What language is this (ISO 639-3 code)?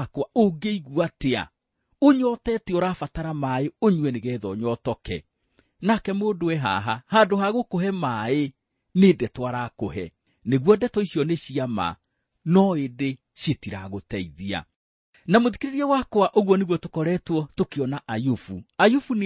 kik